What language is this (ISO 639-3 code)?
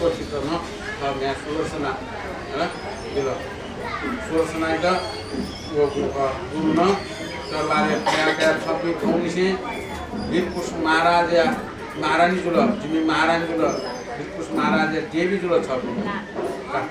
new